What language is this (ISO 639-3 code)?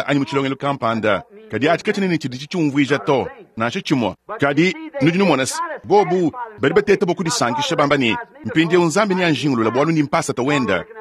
lua